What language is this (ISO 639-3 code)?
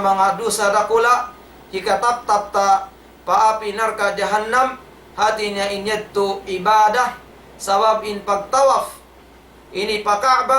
tsg